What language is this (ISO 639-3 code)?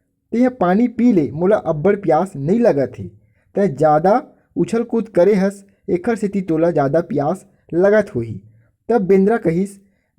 hne